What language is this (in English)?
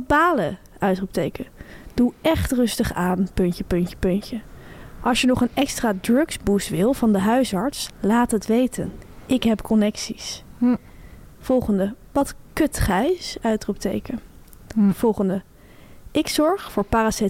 Dutch